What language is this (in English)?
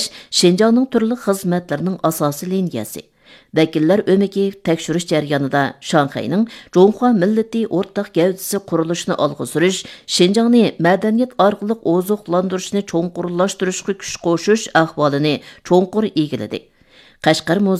Uyghur